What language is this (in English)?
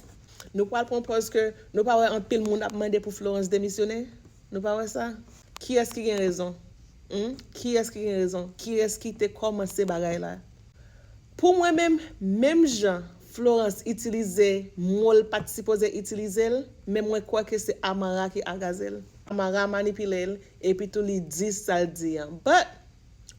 Haitian Creole